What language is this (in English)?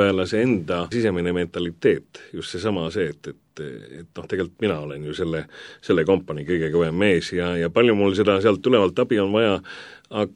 Estonian